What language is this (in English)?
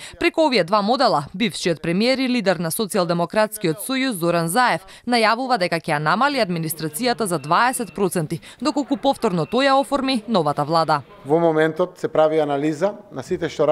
Macedonian